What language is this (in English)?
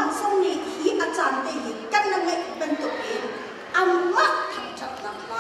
Thai